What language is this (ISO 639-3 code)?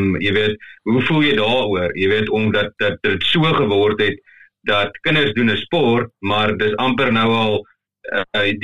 afr